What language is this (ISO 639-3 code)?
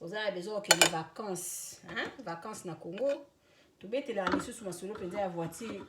lin